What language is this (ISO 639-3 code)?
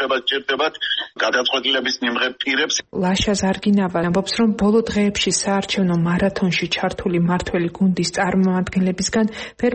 kat